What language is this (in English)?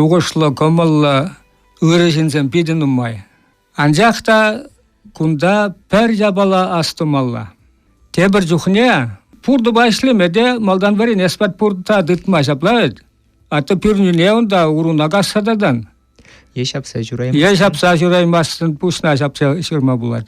Chuvash